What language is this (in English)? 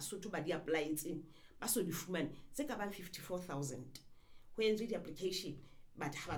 Southern Sotho